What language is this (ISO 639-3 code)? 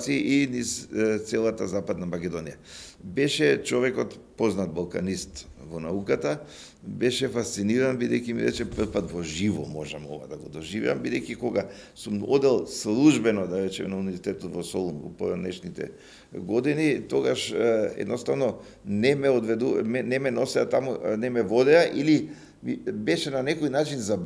mkd